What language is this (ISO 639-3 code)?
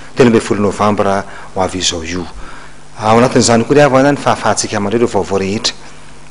mlg